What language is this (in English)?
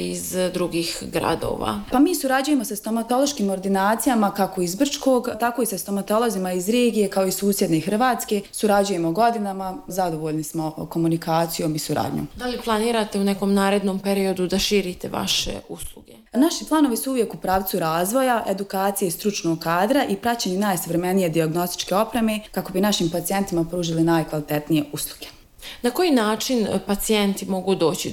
Bosnian